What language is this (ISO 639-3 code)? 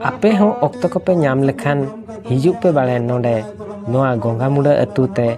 sat